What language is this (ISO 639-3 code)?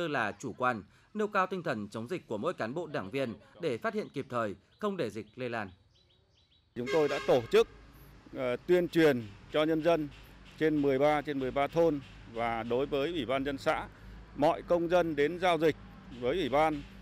vie